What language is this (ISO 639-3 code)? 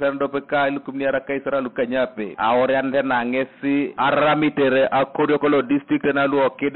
teo